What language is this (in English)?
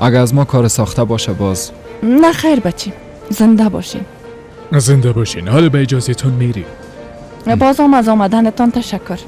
Persian